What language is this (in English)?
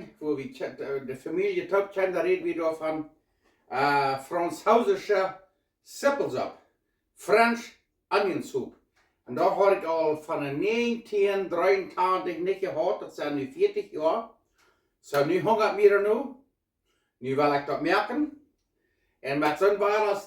Plautdietsch